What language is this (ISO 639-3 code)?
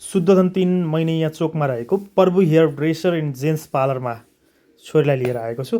nep